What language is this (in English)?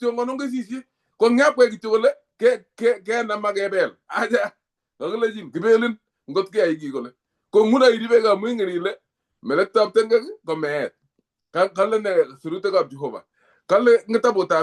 Kalenjin